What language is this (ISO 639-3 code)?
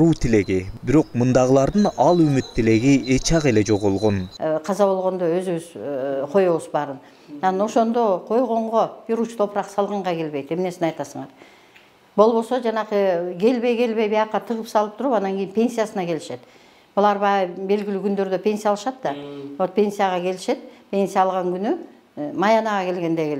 kir